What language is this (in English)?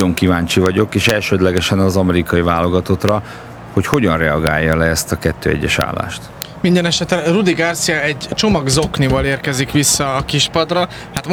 Hungarian